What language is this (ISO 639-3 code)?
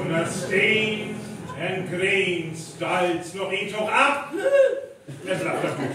frr